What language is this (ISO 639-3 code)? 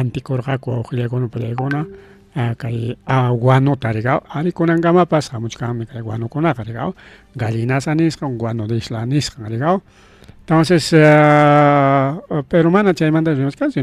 quy